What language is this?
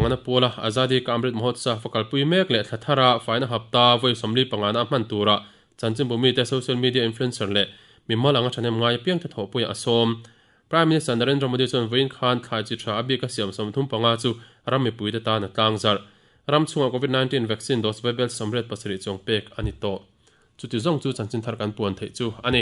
Mizo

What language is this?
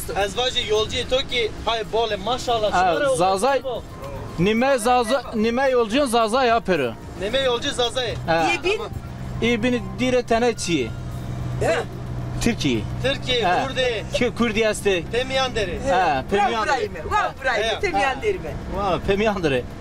Zaza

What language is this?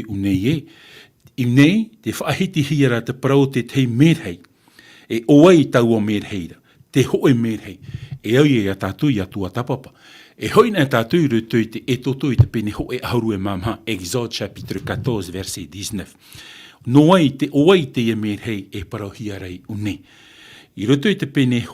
Tahitian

